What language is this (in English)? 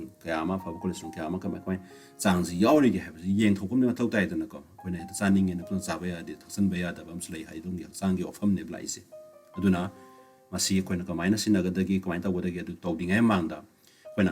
Manipuri